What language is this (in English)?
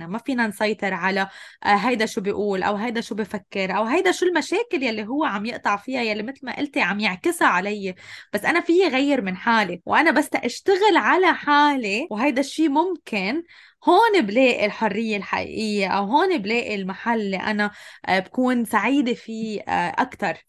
North Levantine Arabic